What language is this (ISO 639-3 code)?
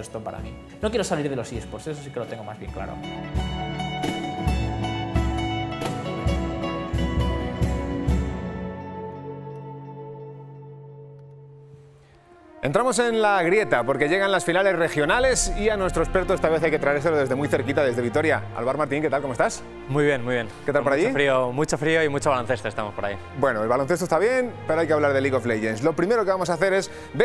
spa